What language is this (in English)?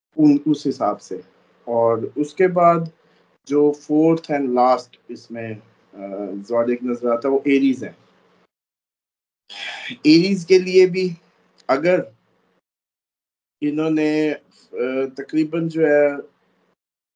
Urdu